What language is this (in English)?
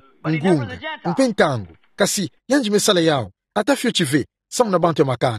Kituba (Democratic Republic of Congo)